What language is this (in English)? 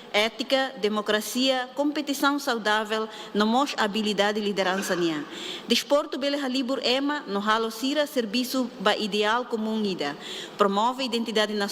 Tetum